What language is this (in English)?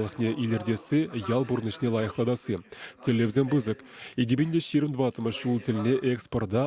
Chuvash